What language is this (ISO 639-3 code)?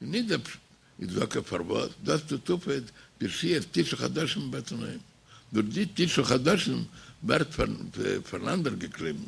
yid